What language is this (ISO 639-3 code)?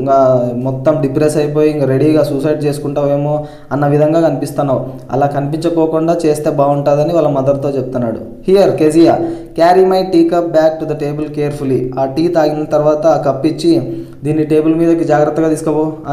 tel